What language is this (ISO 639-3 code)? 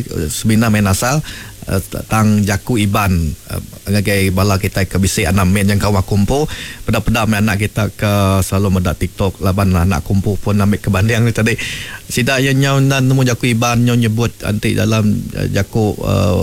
iba